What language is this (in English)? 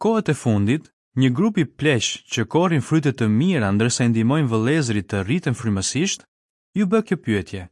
Albanian